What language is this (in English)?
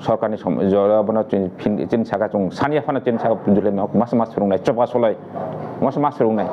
Kok Borok